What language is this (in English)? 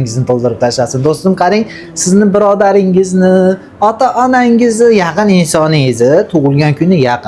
Uzbek